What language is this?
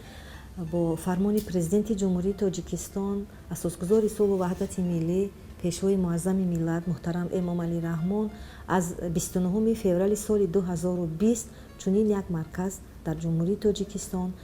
Tajik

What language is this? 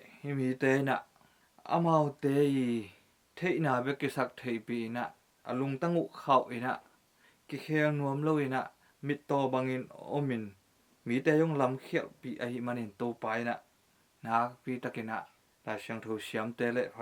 Tedim Chin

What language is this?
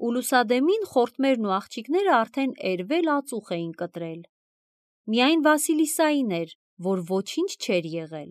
Armenian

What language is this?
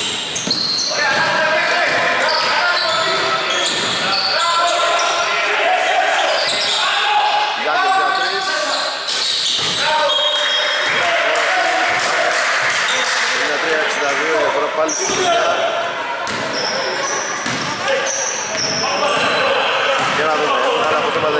Greek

